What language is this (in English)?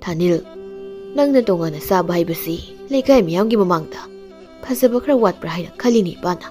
Manipuri